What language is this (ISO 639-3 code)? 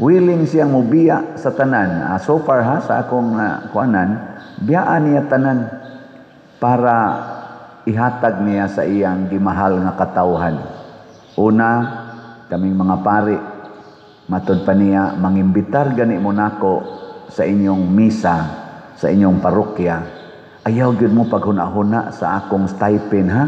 ceb